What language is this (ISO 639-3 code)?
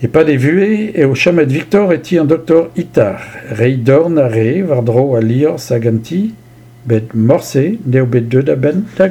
bre